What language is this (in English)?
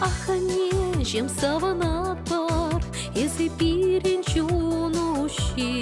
Chuvash